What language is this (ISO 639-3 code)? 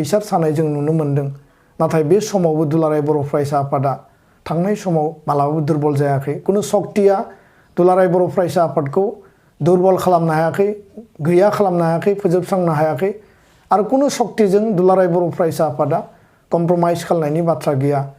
brx